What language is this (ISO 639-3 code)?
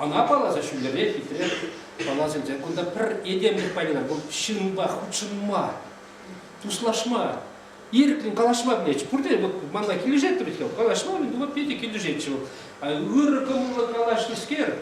chv